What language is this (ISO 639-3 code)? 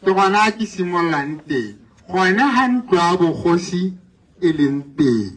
tsn